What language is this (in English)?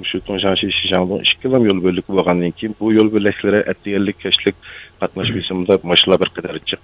Uyghur